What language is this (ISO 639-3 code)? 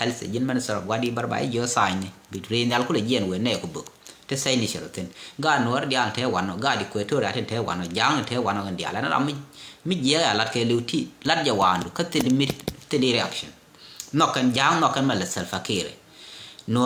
nus